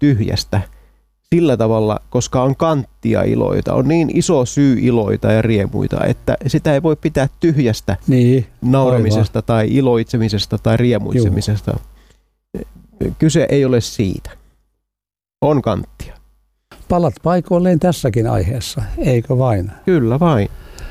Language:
Finnish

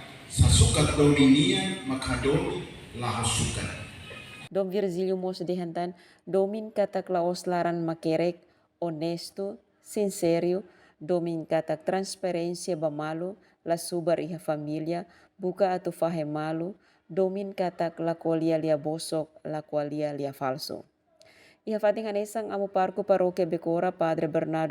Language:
Tetum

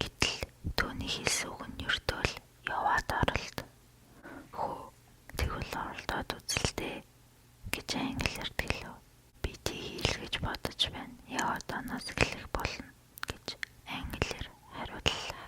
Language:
Mongolian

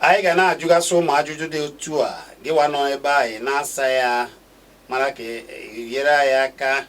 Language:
Igbo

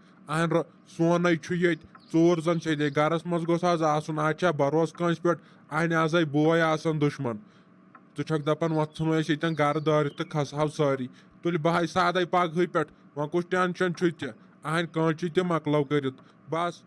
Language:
Kashmiri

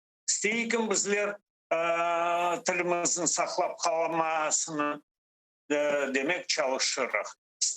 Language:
Crimean Tatar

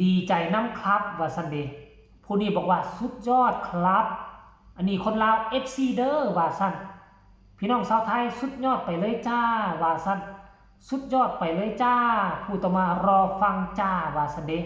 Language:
Lao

